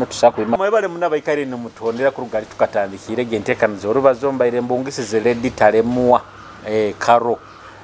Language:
Nyoro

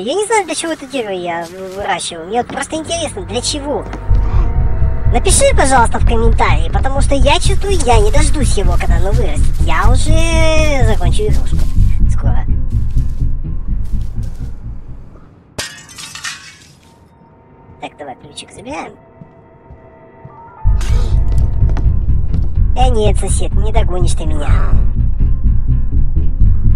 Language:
Russian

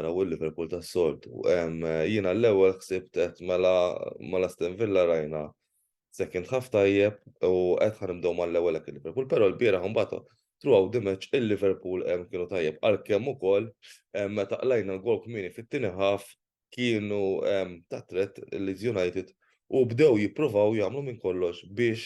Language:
Maltese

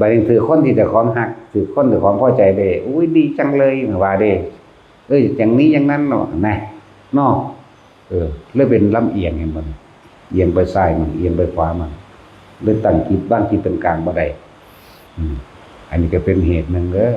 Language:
Northeastern Thai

